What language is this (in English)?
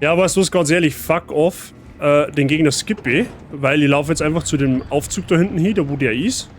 Bavarian